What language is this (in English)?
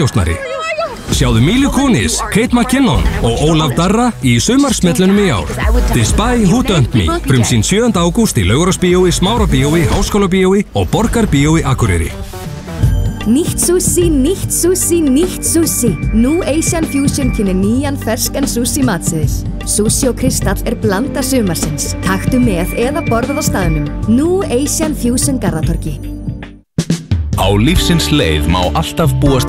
Icelandic